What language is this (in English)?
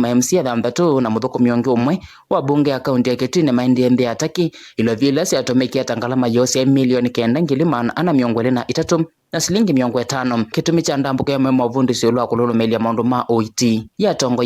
Kamba